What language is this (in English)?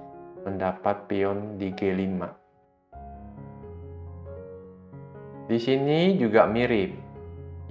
Indonesian